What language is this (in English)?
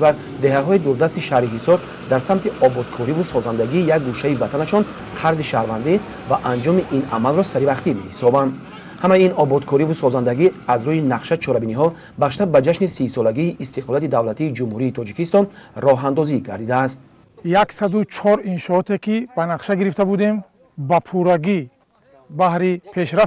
Tajik